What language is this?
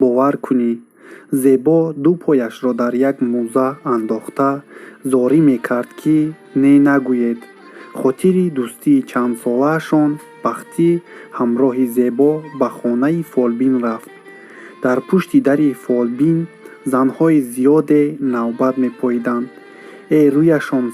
Tajik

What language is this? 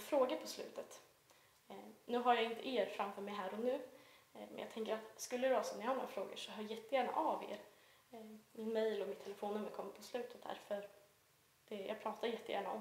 Swedish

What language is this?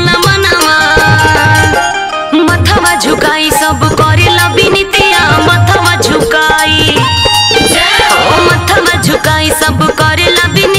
Bhojpuri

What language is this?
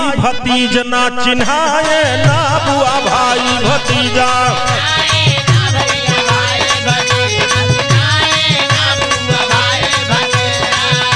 Bhojpuri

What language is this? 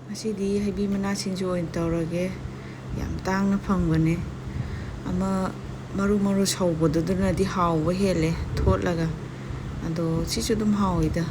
Manipuri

